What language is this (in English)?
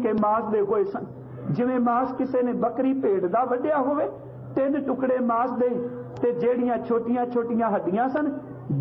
Punjabi